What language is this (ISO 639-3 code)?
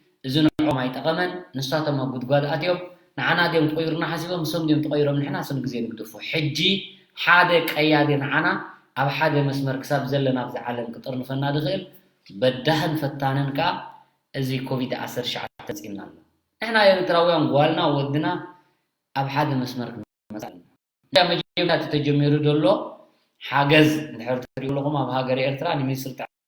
tir